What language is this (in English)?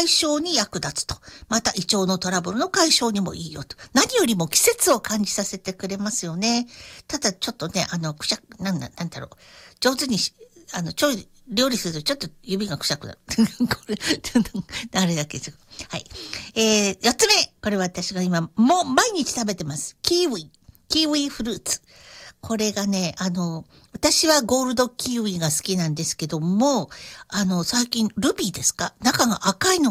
Japanese